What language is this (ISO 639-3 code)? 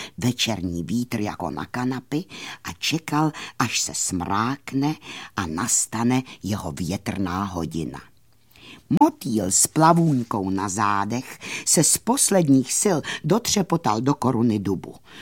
ces